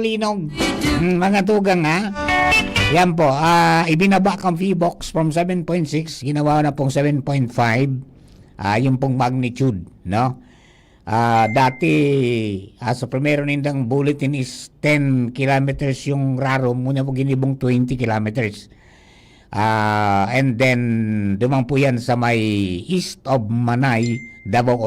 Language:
Bikol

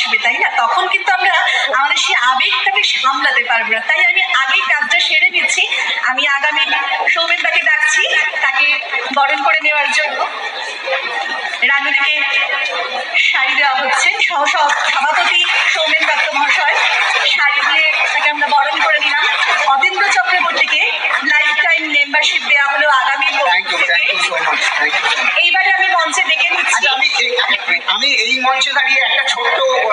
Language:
Bangla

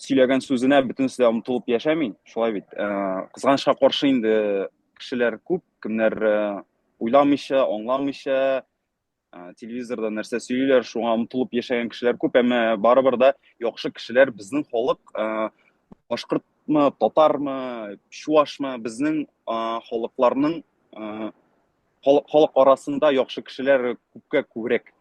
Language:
Bashkir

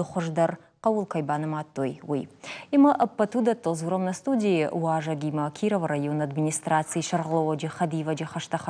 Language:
Ossetic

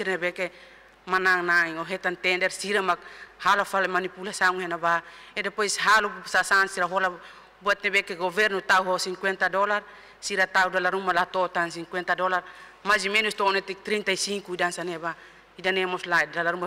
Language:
Tetum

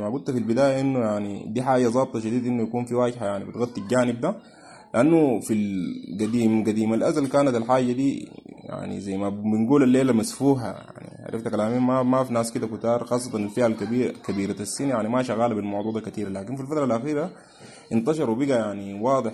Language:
Sudanese Arabic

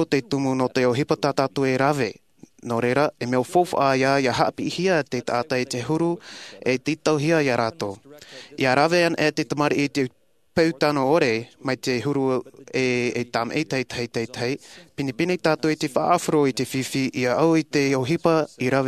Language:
Tahitian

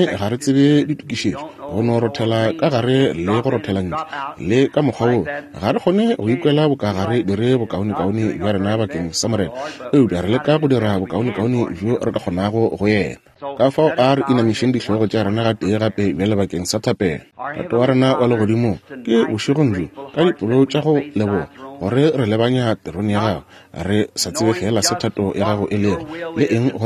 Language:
Northern Sotho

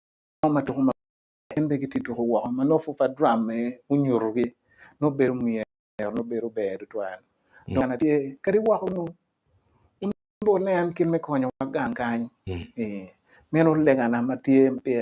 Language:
Acoli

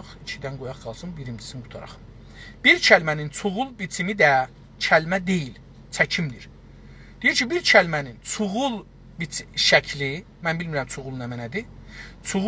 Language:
South Azerbaijani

